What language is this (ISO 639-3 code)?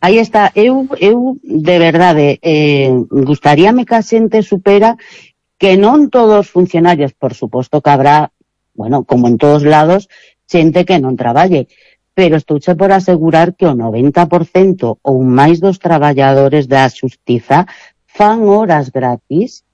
glg